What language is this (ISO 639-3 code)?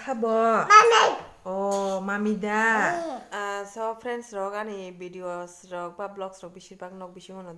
trp